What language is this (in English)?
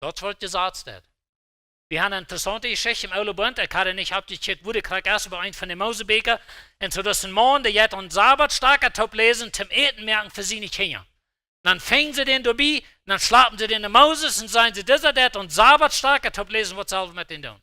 Plautdietsch